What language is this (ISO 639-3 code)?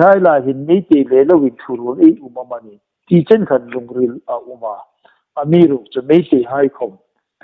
hmr